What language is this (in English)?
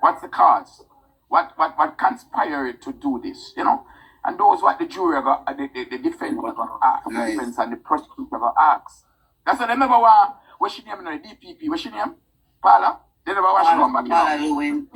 Jamaican Creole English